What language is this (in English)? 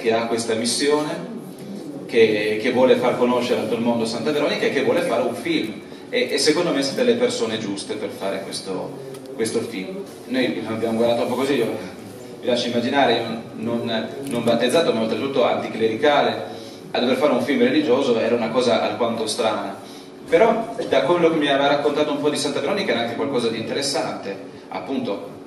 Italian